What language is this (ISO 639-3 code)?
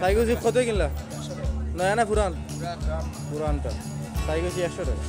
syl